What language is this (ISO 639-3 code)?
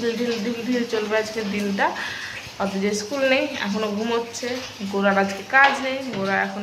ben